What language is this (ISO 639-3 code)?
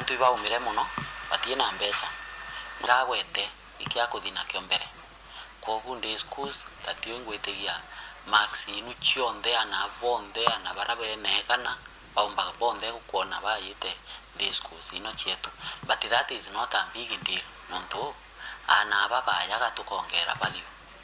mer